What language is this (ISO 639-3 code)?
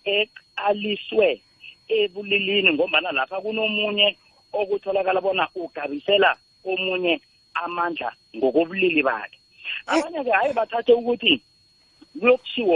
nbl